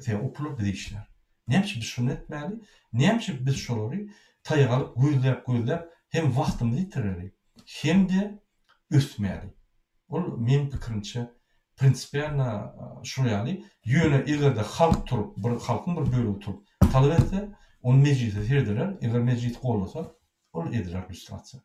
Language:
Turkmen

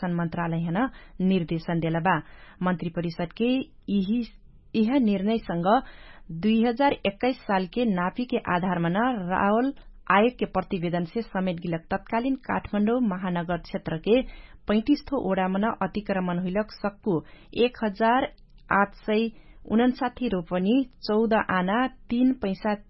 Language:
Dangaura Tharu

